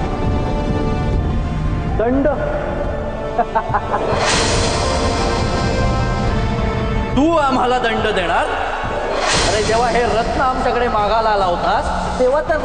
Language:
Marathi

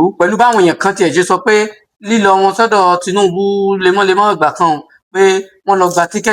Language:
Yoruba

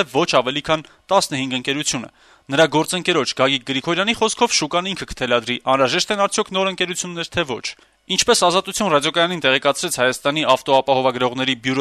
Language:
Armenian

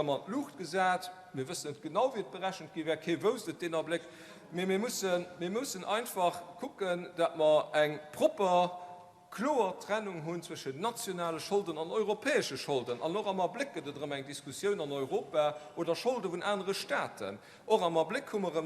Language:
Luxembourgish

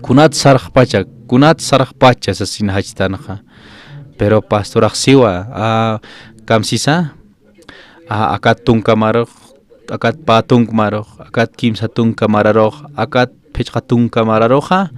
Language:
Aymara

